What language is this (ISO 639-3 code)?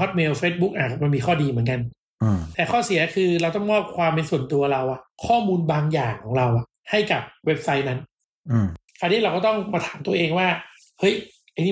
tha